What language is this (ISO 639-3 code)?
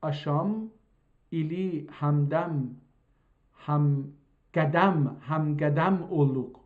azb